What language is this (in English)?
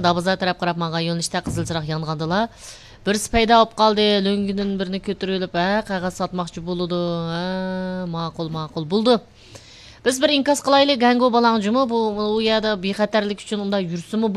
Uyghur